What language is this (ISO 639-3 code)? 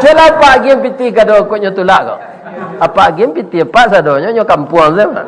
min